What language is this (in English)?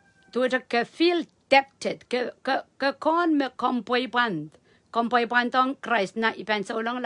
Pohnpeian